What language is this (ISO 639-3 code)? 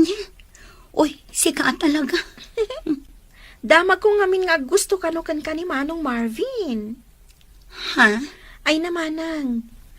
ilo